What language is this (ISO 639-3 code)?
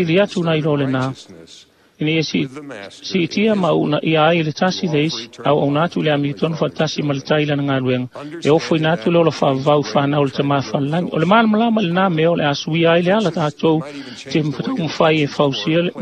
smo